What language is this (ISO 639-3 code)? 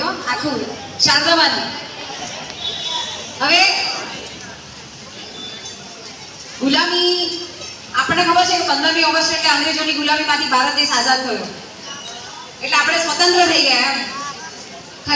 guj